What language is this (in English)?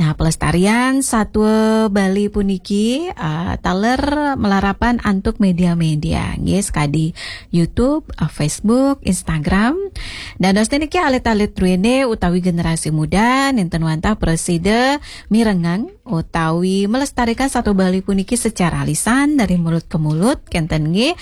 Balinese